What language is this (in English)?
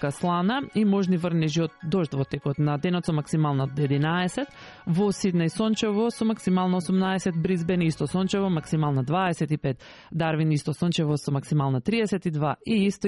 Macedonian